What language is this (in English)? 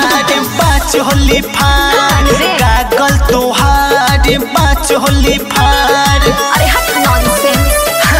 Bhojpuri